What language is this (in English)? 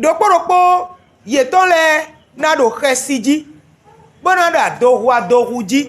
Fon